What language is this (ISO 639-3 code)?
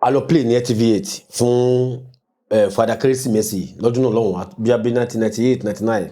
yor